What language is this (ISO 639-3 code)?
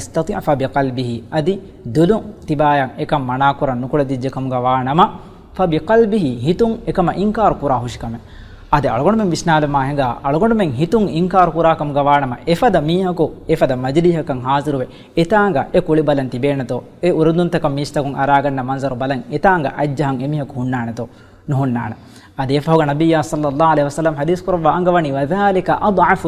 div